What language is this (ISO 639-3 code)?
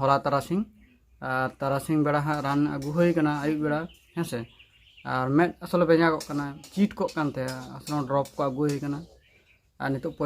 sat